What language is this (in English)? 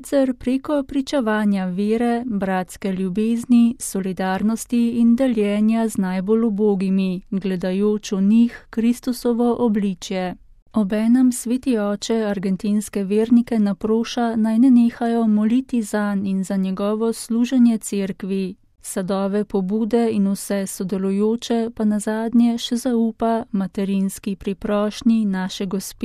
Slovenian